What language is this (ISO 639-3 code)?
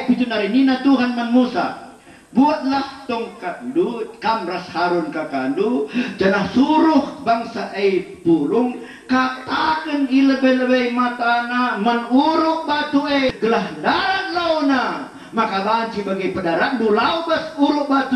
btx